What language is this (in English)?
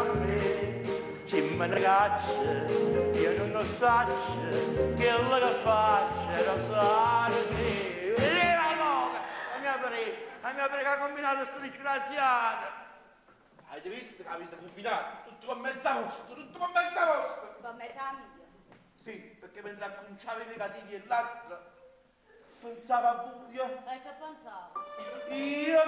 Neapolitan